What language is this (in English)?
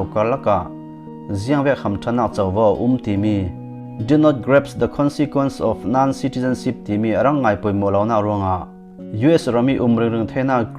Falam Chin